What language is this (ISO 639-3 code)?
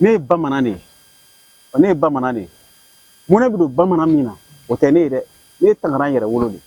bam